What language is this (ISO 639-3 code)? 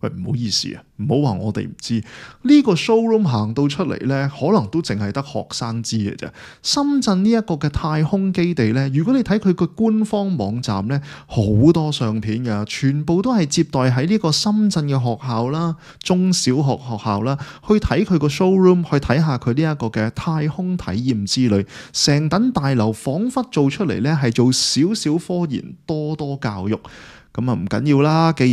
yue